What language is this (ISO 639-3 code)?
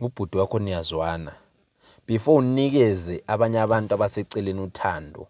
zul